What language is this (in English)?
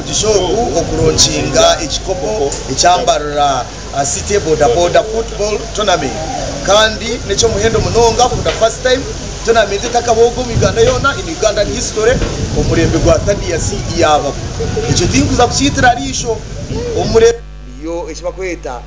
Nyankole